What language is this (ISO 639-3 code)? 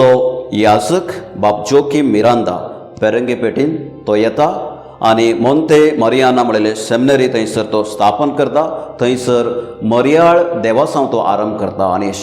kok